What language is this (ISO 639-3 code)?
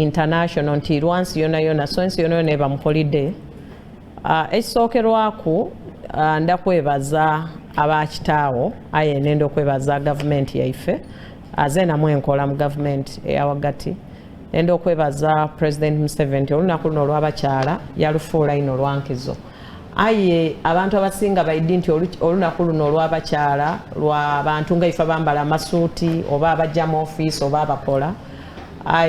xog